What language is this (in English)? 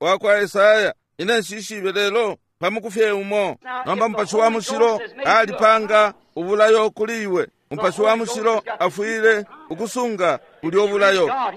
Bemba